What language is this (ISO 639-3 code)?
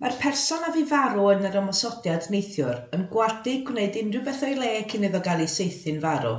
cym